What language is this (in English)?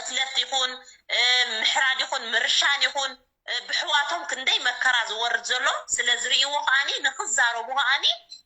Tigrinya